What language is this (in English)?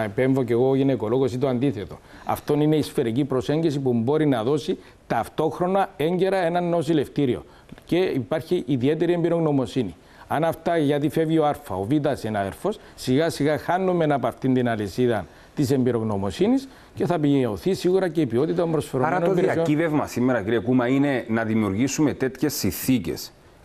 Greek